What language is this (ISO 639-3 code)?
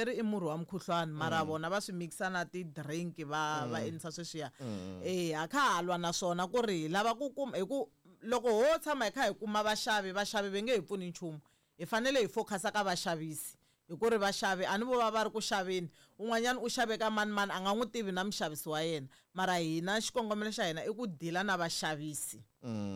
tso